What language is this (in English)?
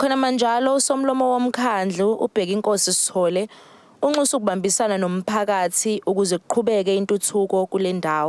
Zulu